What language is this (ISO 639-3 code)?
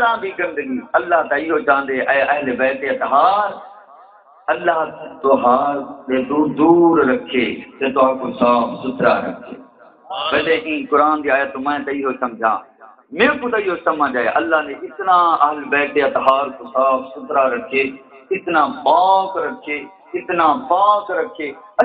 skr